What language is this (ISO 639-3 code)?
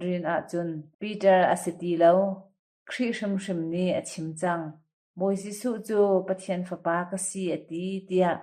cnh